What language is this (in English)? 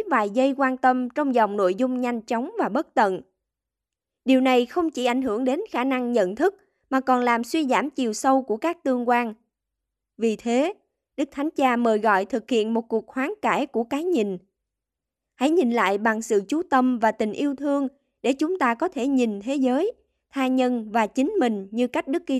Vietnamese